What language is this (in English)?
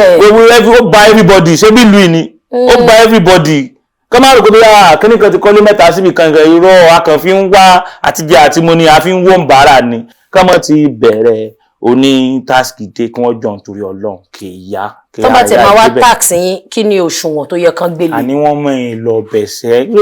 Yoruba